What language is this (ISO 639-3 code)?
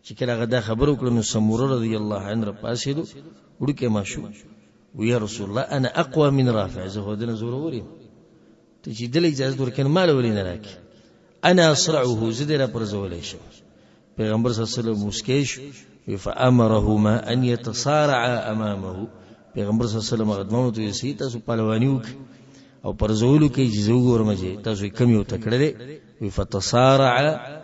pus